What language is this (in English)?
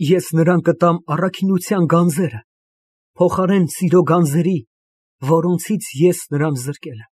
Armenian